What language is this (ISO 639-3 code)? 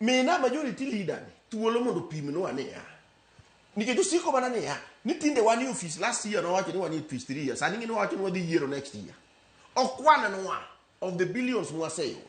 luo